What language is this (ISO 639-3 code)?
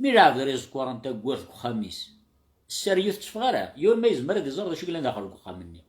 kab